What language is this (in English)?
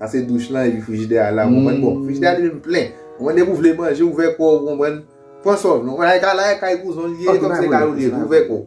Haitian Creole